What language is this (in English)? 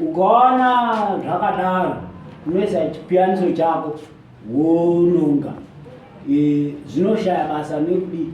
Shona